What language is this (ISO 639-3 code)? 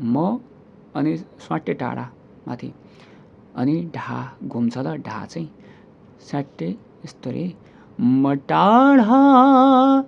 nep